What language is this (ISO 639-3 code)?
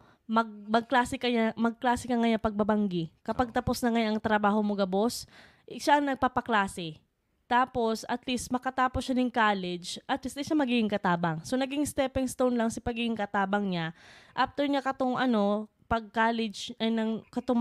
bik